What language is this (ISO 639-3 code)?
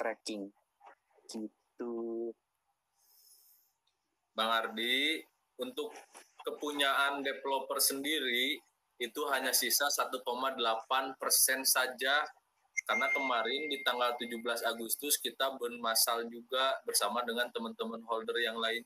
ind